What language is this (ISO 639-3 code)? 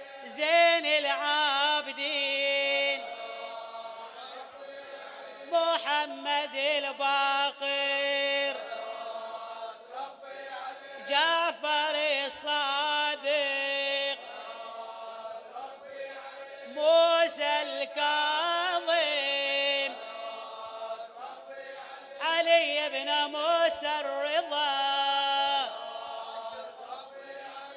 ara